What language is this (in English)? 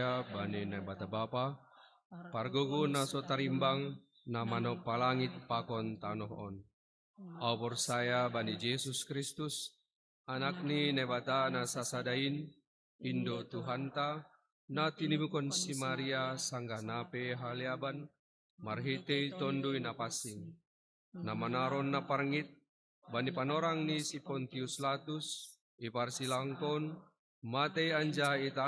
Batak Simalungun